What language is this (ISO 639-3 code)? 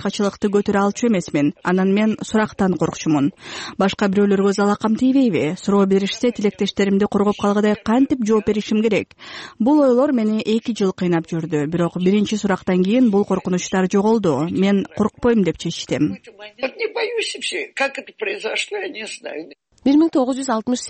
kir